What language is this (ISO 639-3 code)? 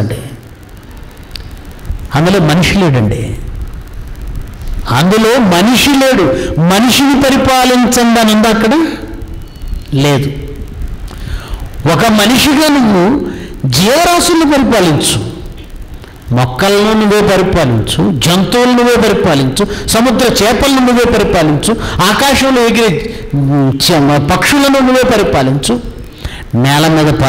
tel